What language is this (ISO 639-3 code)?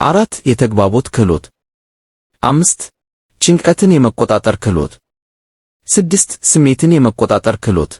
amh